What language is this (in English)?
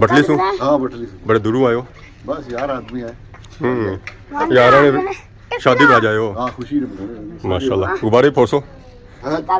Pahari-Potwari